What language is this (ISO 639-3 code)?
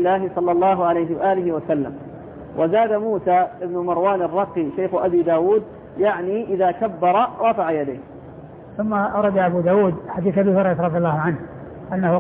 ara